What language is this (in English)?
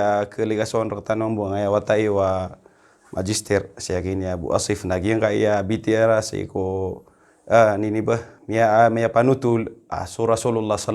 Maranao